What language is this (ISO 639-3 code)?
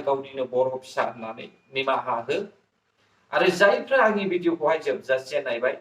brx